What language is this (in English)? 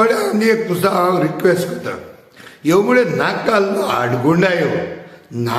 Konkani